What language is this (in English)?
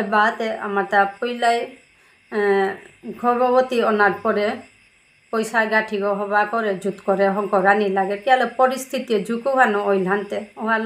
Bishnupriya